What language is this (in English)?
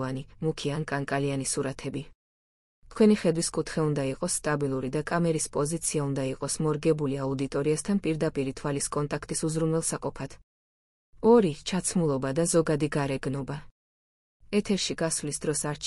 Georgian